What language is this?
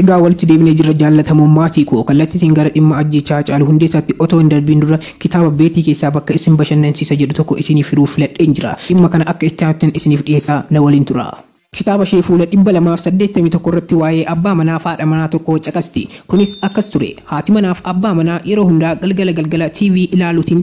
Oromo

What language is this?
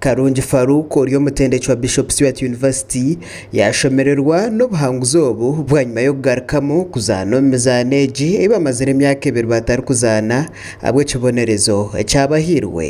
Nyankole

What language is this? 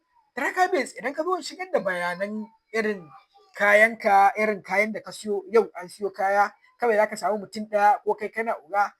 Hausa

